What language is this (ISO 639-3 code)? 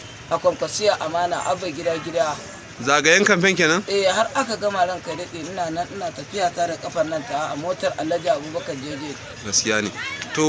hau